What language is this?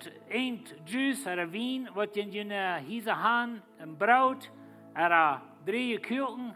Plautdietsch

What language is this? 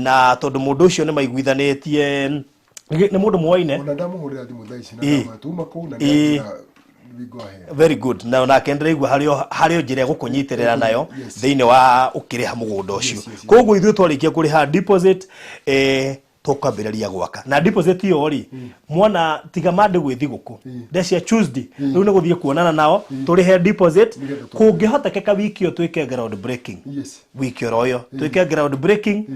Kikuyu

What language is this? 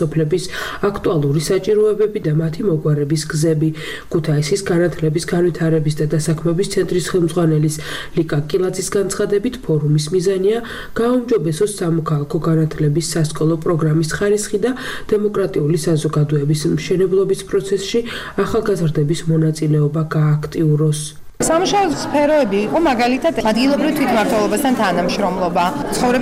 Georgian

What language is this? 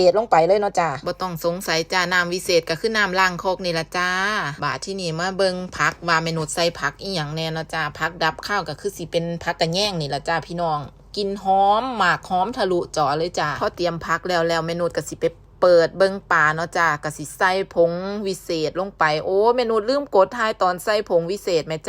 Northeastern Thai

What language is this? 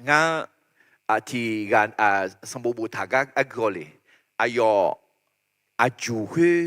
Akha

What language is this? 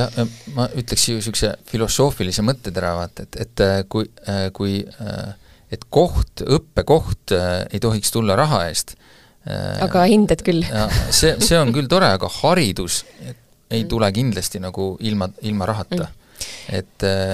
Estonian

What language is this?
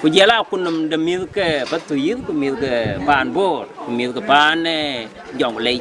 Dinka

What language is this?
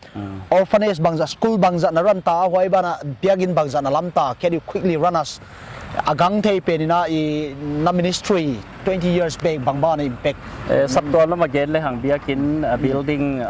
Paite Chin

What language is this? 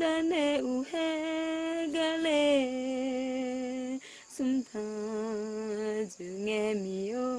Akha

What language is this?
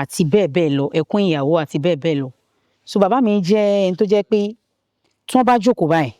Yoruba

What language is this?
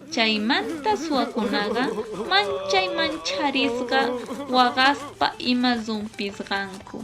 Quechua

